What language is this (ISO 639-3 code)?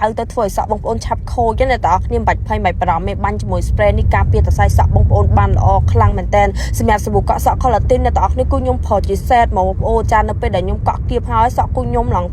khm